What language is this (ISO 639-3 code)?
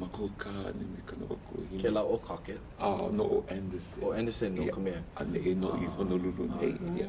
haw